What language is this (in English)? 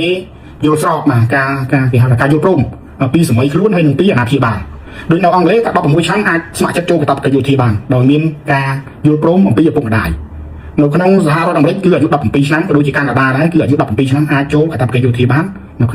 Khmer